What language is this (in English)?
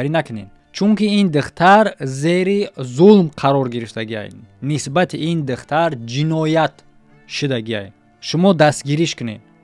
Tajik